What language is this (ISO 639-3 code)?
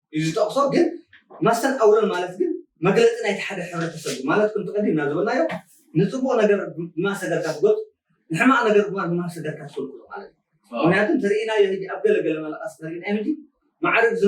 tir